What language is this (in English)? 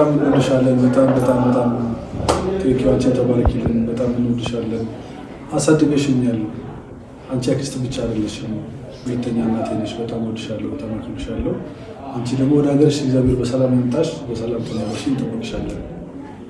Amharic